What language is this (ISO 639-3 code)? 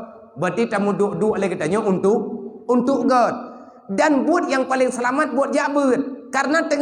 ace